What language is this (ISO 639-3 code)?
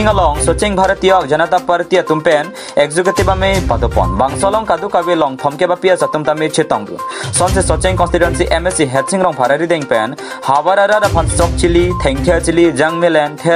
mjw